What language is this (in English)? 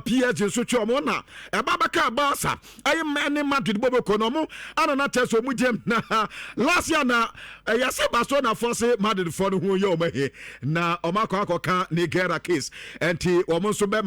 Akan